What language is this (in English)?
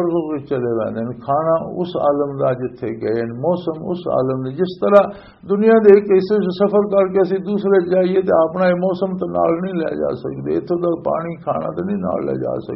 Western Panjabi